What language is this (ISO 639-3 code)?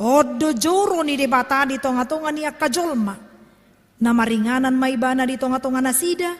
bbc